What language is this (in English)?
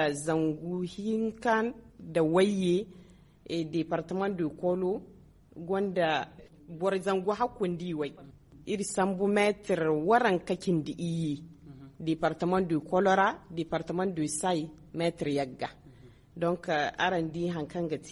Zarma